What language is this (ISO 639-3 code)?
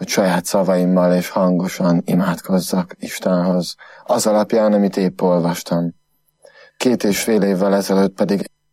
hun